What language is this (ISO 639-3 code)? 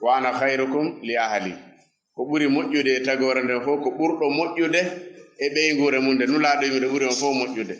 ful